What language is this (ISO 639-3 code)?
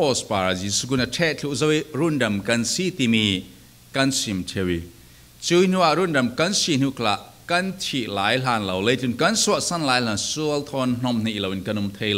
cfm